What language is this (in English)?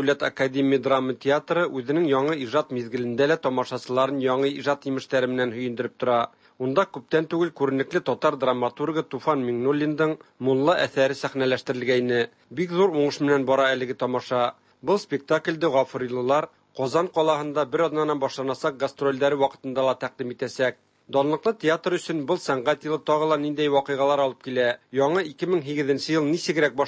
Tatar